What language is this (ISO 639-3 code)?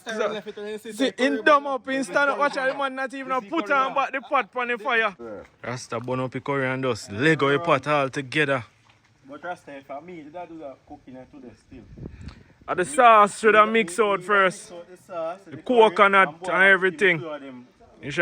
jam